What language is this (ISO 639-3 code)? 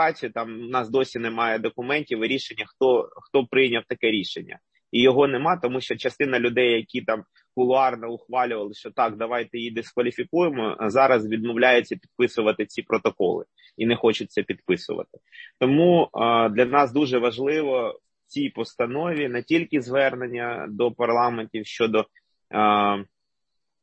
ukr